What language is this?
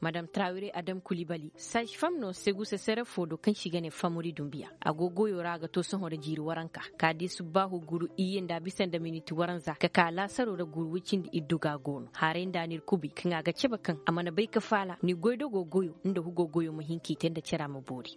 Koyraboro Senni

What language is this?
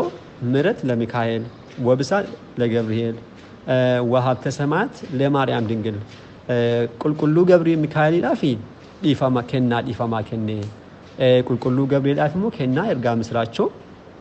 Oromo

